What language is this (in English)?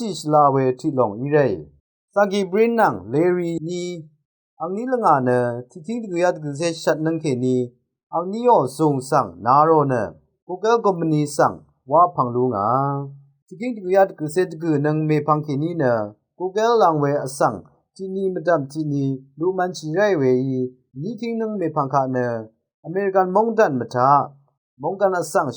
Rawang